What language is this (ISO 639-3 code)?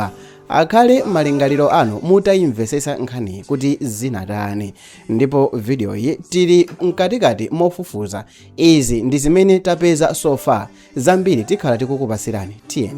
nya